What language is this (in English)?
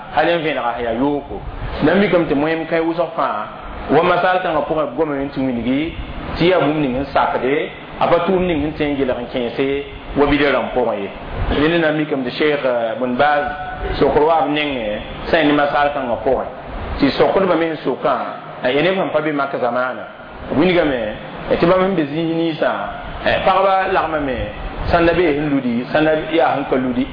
Mossi